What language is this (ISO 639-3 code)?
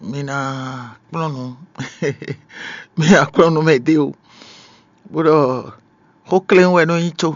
fon